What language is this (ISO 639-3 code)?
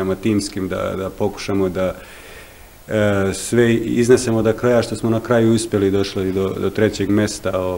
bos